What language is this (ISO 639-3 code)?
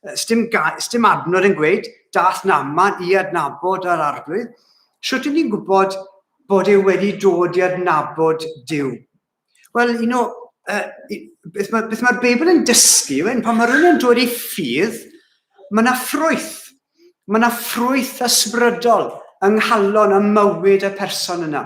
cym